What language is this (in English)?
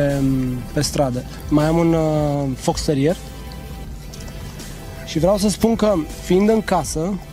Romanian